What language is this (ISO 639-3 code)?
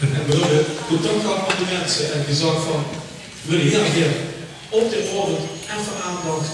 lim